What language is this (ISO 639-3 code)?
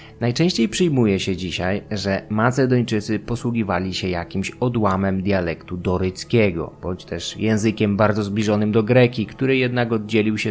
pol